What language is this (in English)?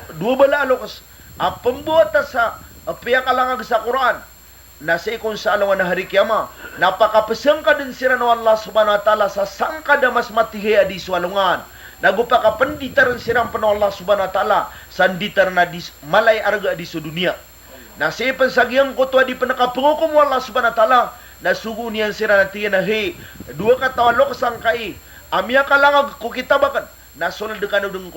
Maranao